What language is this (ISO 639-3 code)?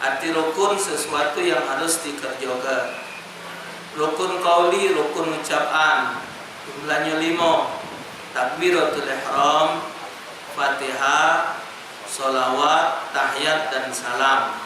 mui